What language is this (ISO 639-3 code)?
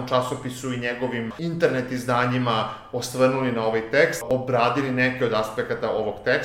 srp